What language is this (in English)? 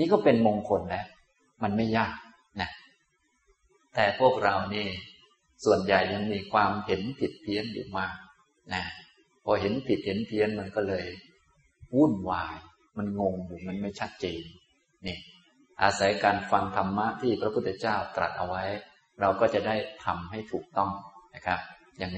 Thai